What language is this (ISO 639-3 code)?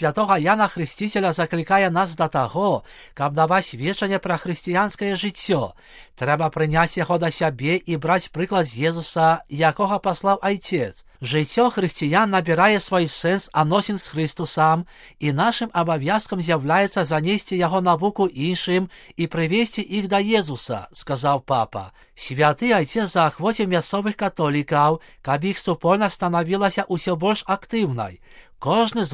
bel